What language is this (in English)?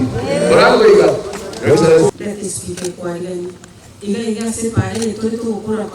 Gusii